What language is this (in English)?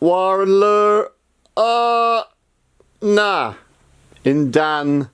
Cornish